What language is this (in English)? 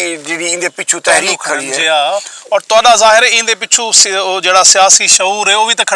Saraiki